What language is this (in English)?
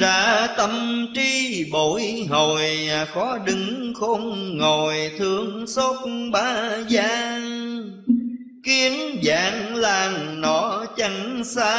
Vietnamese